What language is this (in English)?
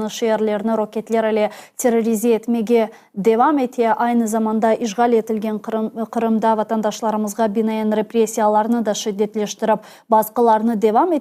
Crimean Tatar